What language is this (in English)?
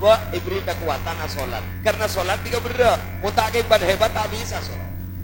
Madurese